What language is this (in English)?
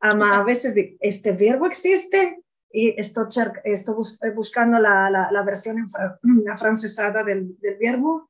Ladino